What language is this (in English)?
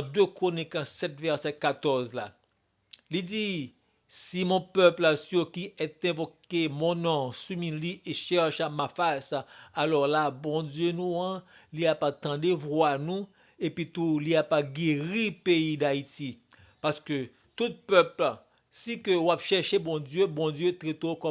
Haitian Creole